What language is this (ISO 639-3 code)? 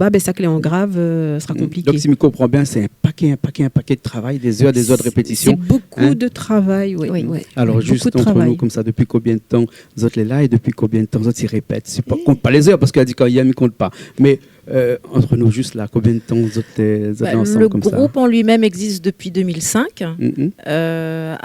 rcf